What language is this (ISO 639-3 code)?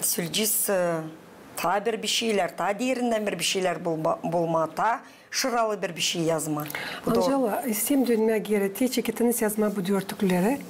gag